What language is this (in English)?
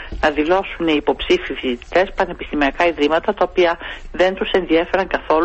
Greek